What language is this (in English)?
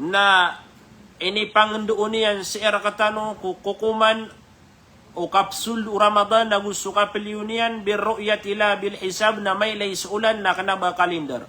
Maranao